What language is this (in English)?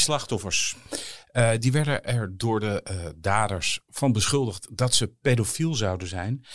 Dutch